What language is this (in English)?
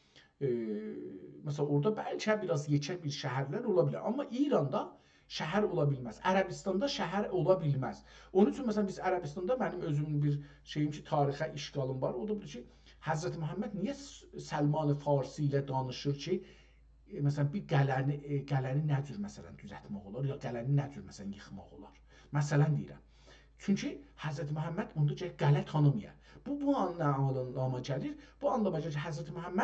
South Azerbaijani